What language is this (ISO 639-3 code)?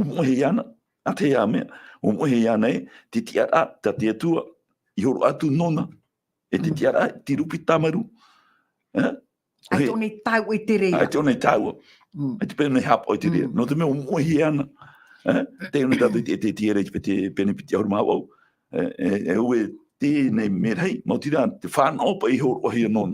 tah